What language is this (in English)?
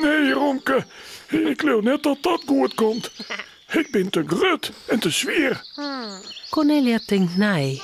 Western Frisian